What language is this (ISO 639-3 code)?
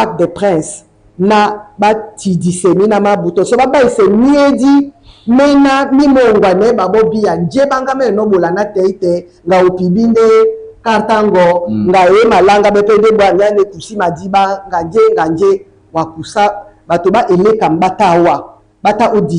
dua